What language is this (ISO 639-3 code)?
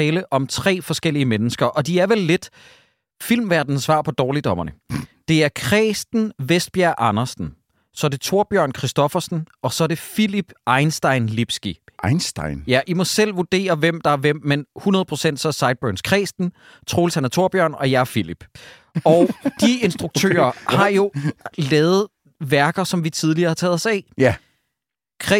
dan